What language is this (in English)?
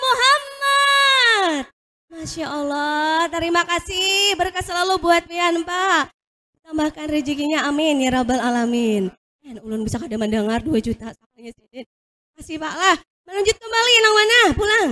Banjar